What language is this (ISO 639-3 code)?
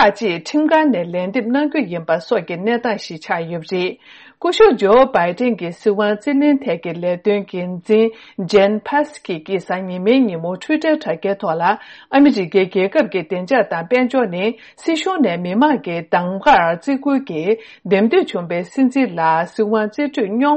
bod